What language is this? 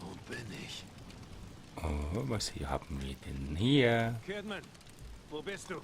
Swiss German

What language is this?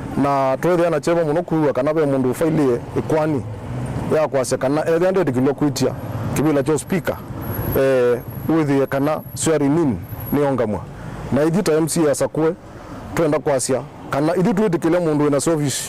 Kamba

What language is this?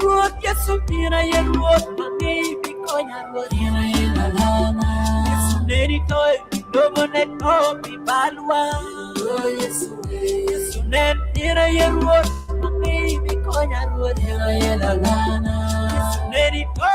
Acoli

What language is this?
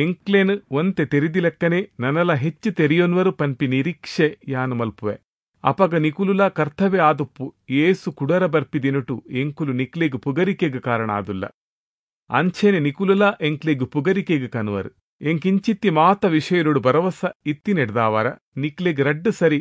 Tulu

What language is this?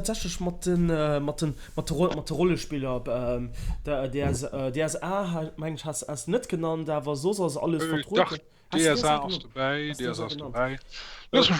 Luxembourgish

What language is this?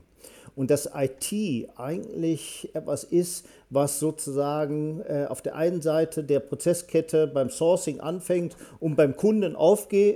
German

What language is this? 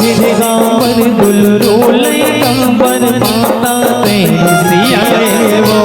Chhattisgarhi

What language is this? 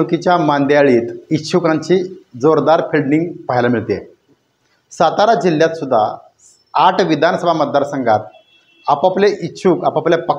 Marathi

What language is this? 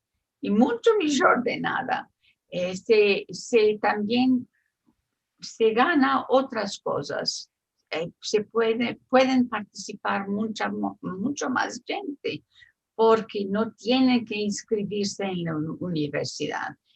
Ladino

